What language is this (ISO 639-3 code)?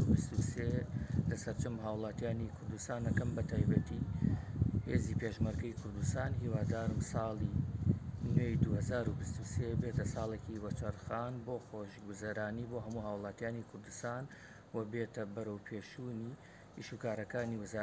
ckb